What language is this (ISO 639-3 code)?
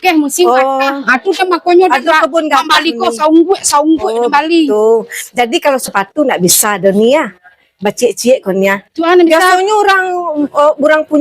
min